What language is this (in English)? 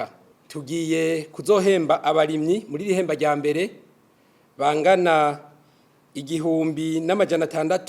Rundi